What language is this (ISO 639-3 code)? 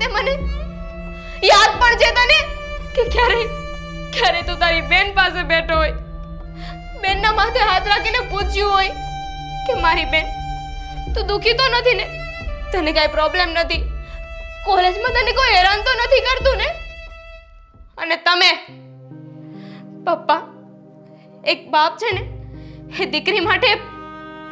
guj